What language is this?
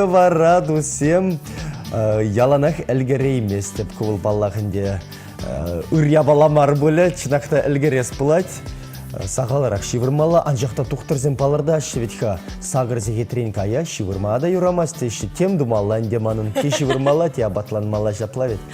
Chuvash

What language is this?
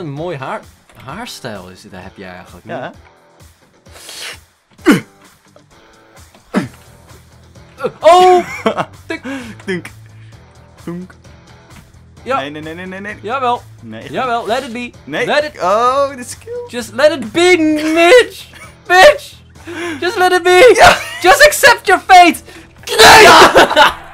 Dutch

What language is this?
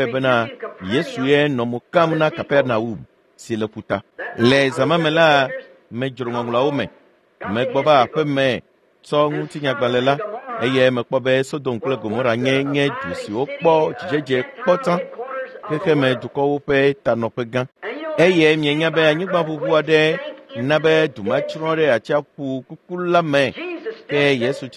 Ewe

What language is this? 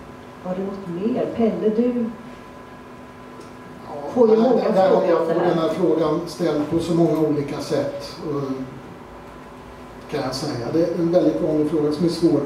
Swedish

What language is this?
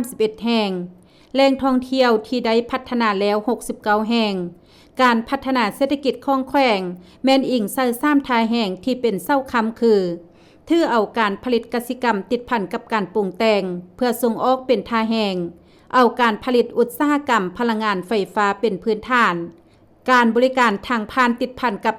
Lao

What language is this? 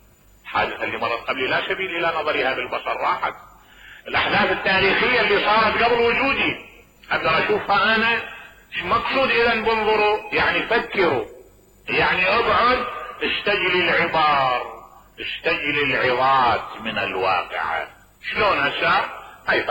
Mesopotamian Arabic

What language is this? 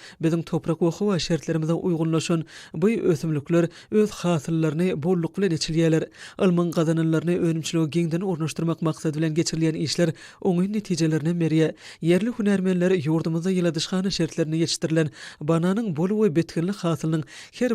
Turkmen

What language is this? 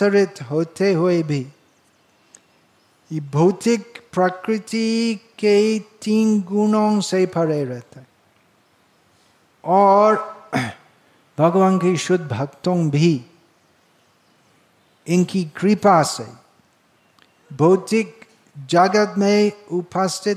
Hindi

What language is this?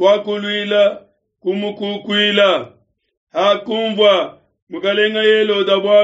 Luba-Lulua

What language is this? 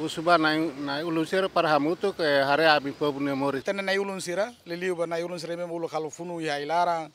Tetum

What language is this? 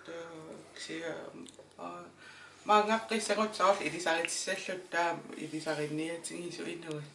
Kalaallisut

